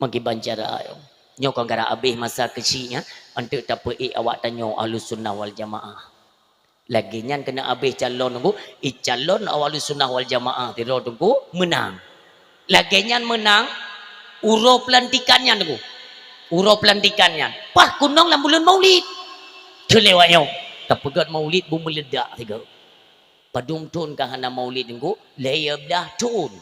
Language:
Achinese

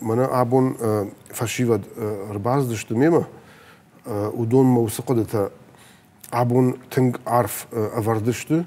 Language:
Ossetic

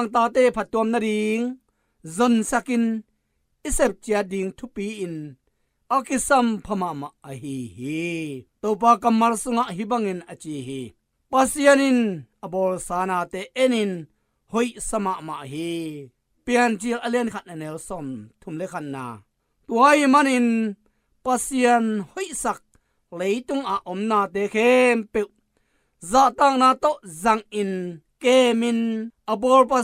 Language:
Tedim Chin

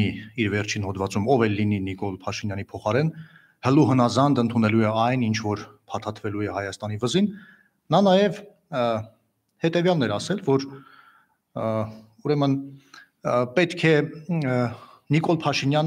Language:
Armenian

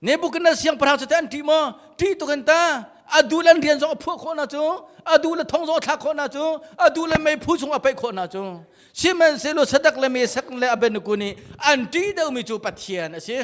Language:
Hakha Chin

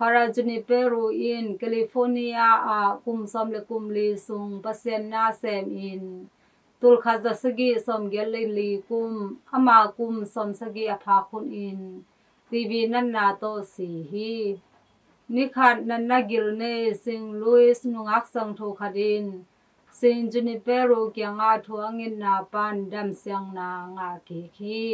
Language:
Tedim Chin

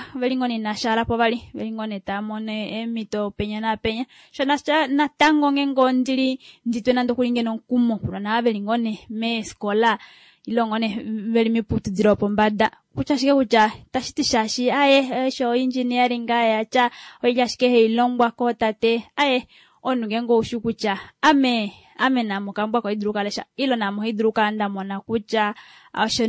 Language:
Kuanyama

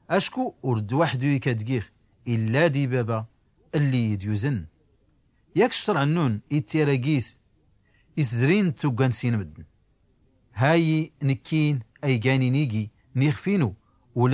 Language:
Tachelhit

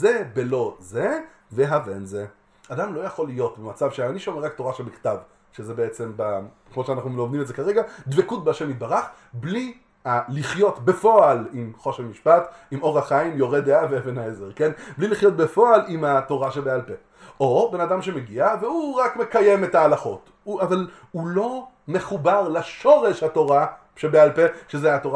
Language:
Hebrew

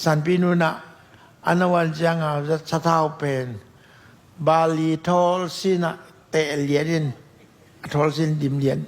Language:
Tedim Chin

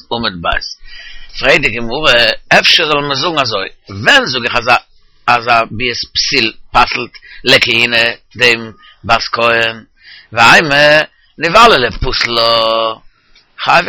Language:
Yiddish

